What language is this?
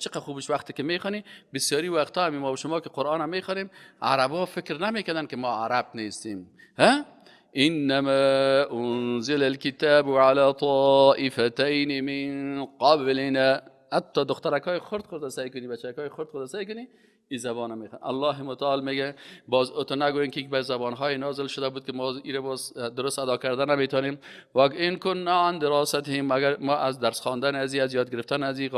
Persian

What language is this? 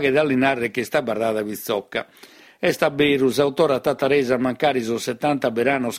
Sardinian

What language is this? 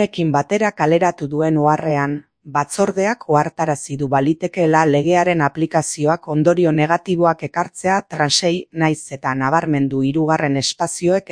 Basque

